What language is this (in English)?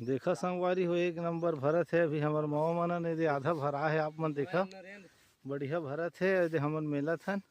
Chhattisgarhi